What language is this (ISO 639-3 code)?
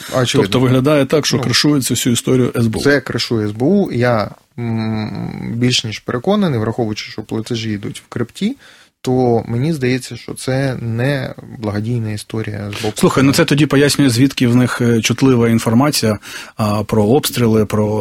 ukr